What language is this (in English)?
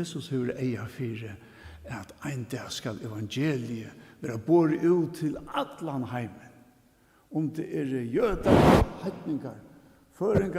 Faroese